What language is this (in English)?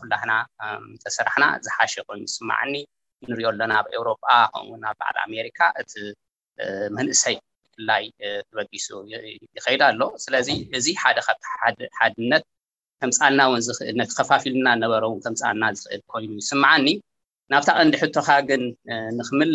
Tigrinya